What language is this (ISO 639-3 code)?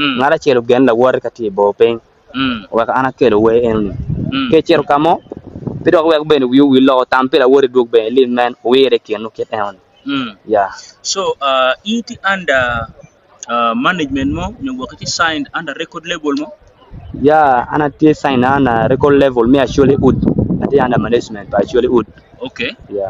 ach